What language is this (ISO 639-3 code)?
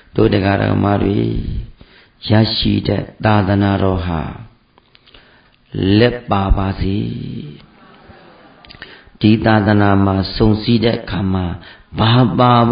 mya